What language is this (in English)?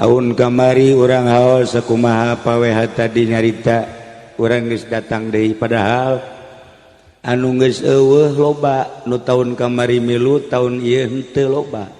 Sundanese